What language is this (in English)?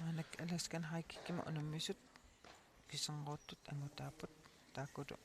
Kalaallisut